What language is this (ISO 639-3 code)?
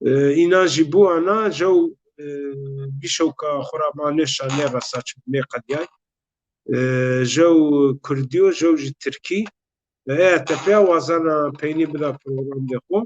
zza